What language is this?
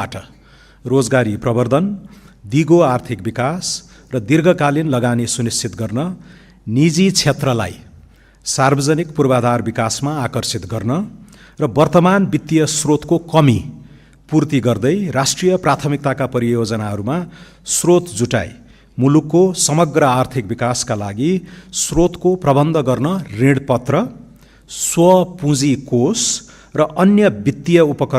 Nepali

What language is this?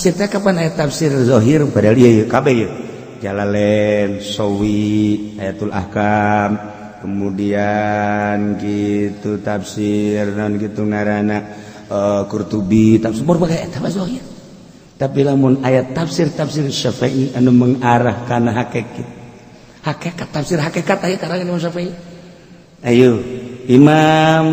Sundanese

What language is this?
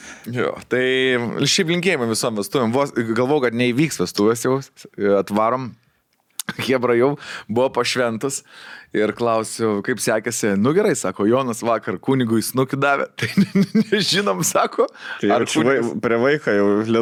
Lithuanian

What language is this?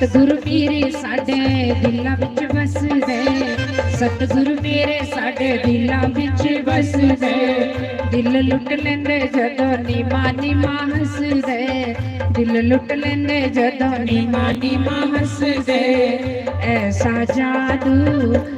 Dogri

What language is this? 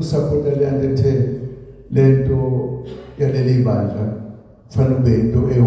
Zulu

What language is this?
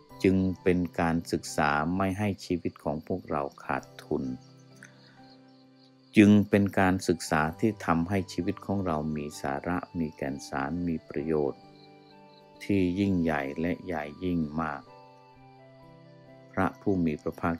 Thai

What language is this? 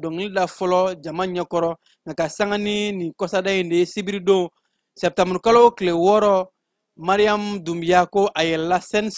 Bambara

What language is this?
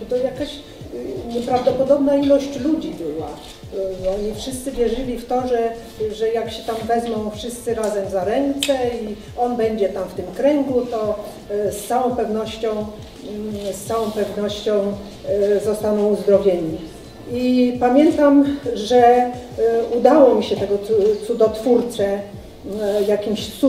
Polish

